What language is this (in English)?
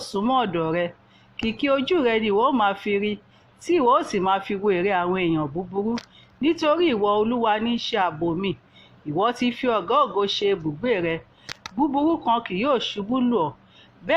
Yoruba